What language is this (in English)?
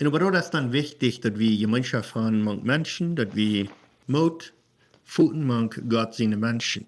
Plautdietsch